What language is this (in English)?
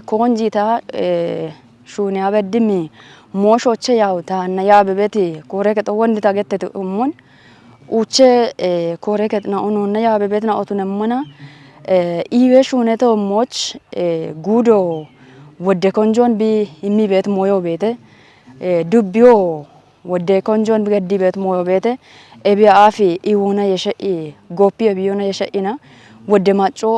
Kafa